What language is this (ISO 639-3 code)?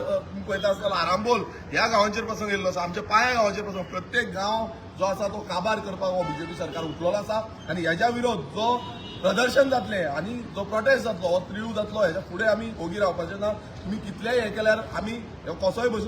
kok